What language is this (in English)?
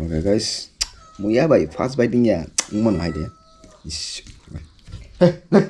Kok Borok